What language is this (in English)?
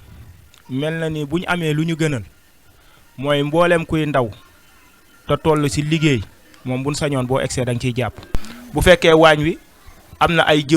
Wolof